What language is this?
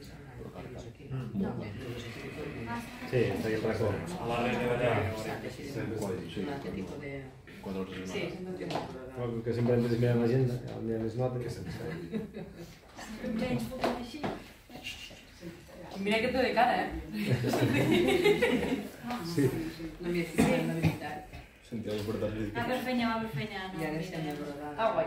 Catalan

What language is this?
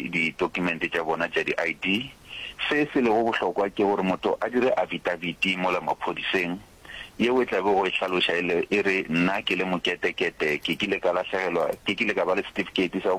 Northern Sotho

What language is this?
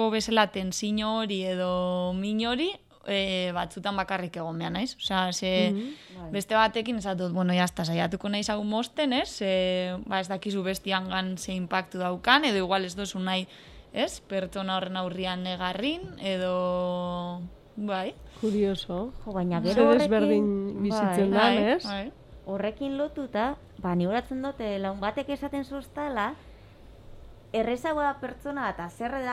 Basque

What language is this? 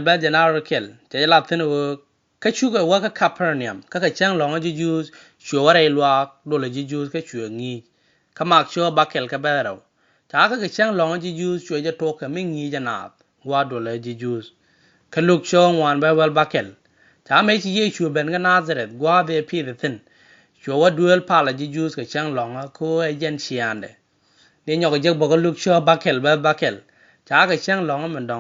Nuer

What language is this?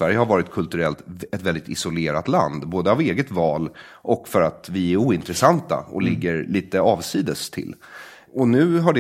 Swedish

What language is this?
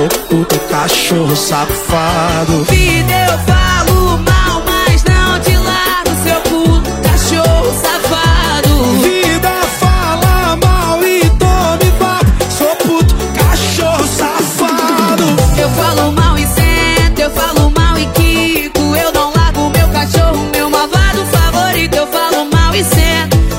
Portuguese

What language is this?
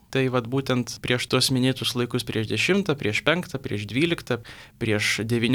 Lithuanian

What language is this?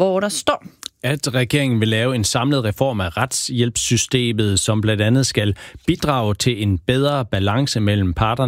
Danish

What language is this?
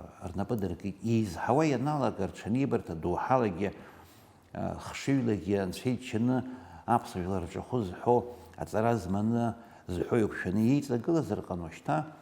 Abkhazian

